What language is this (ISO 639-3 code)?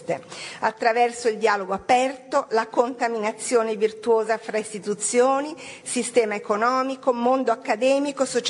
ita